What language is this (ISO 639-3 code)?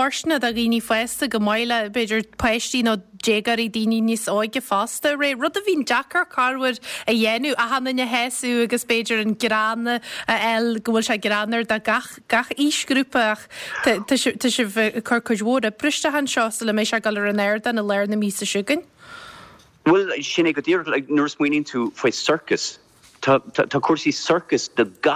gle